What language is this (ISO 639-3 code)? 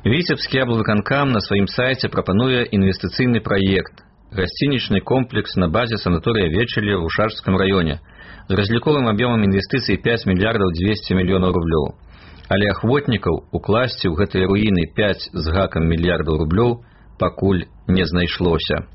bel